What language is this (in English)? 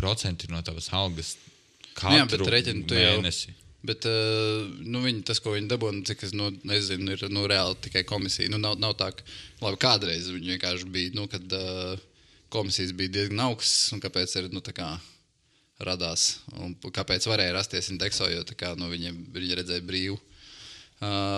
Latvian